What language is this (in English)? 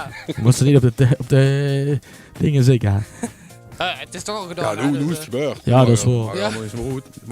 Limburgish